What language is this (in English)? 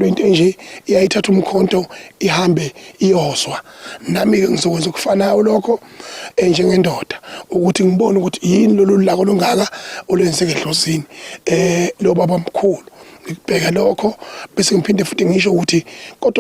Zulu